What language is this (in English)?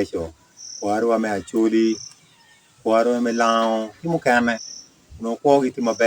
Acoli